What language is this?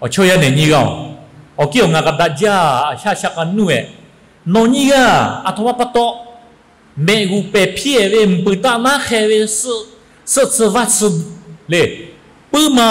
Lahu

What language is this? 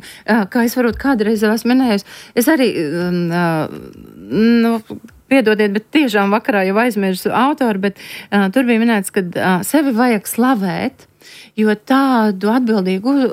Latvian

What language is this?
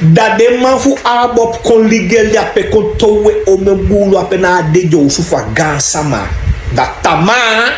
Sranan Tongo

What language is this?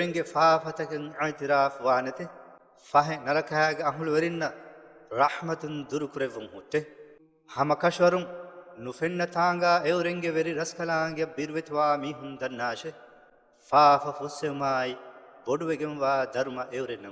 Divehi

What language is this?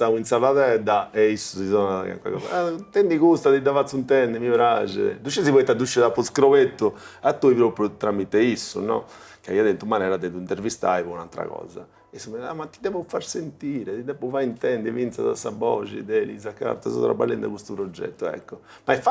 Sardinian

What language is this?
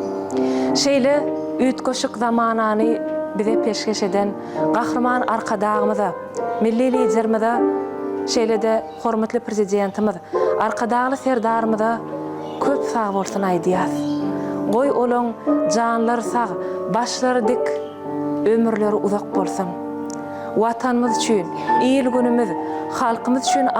Turkmen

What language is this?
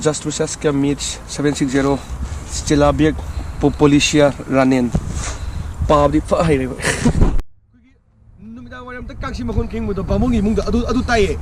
Manipuri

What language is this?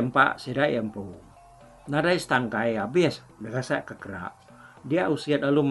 Iban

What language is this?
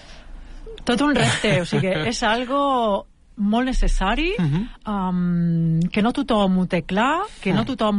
Catalan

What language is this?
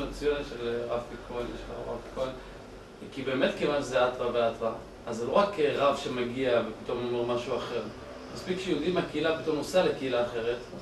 Hebrew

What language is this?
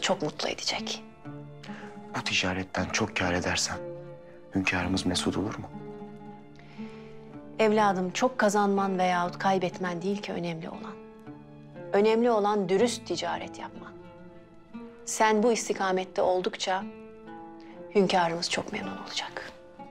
Turkish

